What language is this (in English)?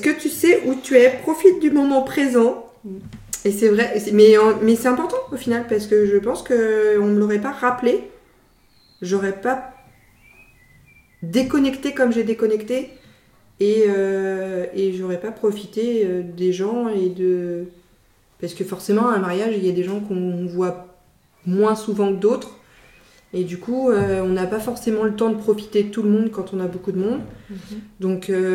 French